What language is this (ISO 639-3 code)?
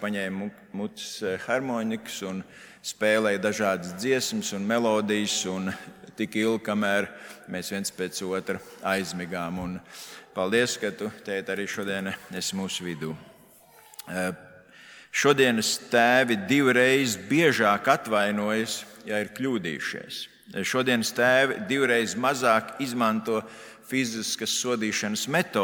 lav